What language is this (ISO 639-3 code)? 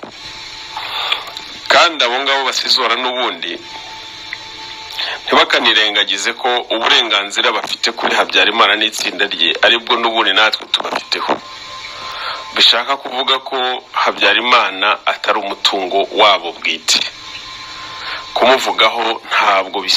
kin